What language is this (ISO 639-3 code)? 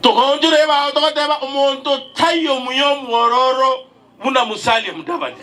guz